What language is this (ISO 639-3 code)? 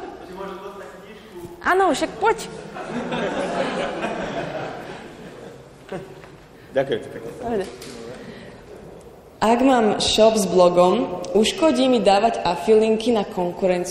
slk